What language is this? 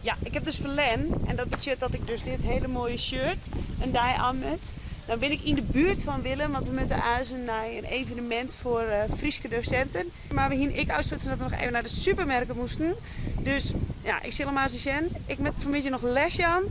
Western Frisian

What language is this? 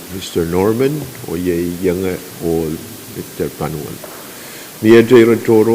Pohnpeian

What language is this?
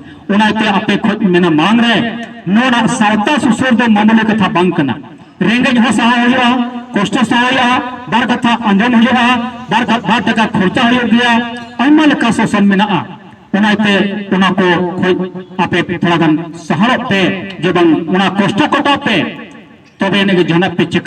Santali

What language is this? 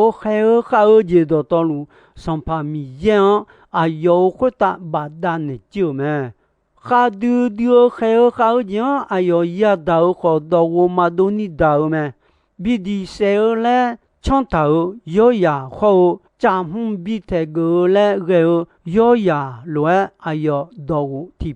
Akha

